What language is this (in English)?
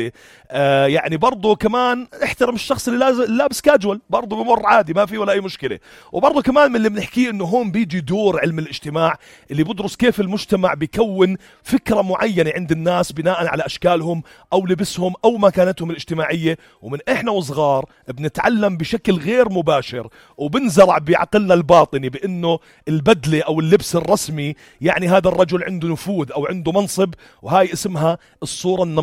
North Levantine Arabic